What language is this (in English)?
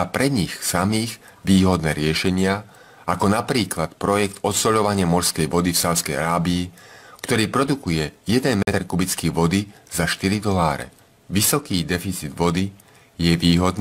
Slovak